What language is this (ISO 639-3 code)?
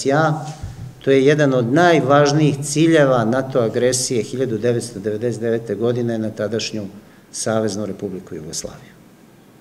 srp